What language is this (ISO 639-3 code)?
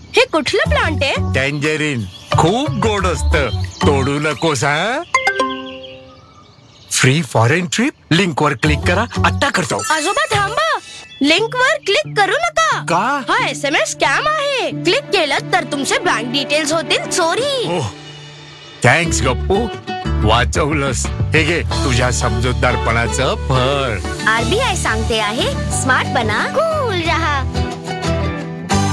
mar